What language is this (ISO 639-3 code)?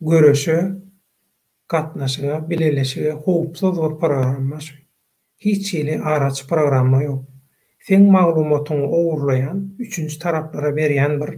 tuk